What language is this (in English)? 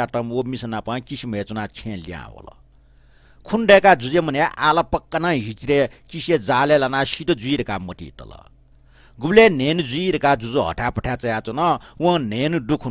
Newari